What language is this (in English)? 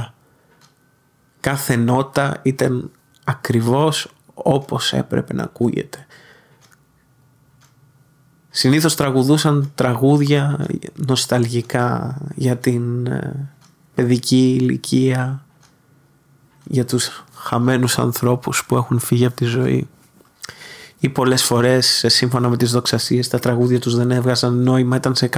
Greek